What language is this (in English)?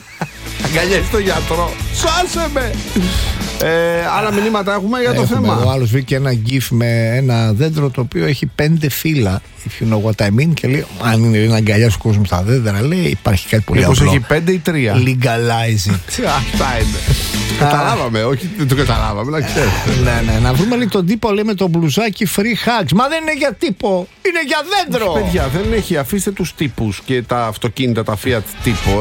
Greek